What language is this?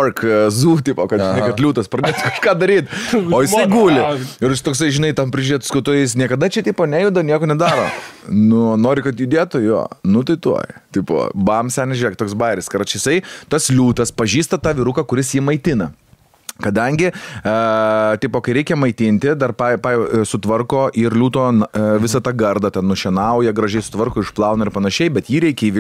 Lithuanian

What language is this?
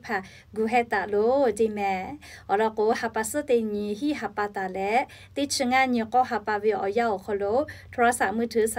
Lahu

